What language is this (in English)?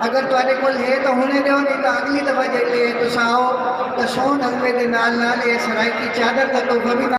Saraiki